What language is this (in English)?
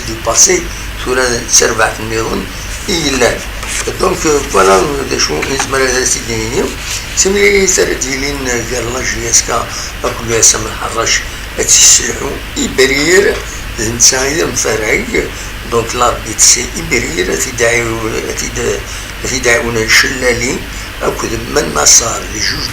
Kabyle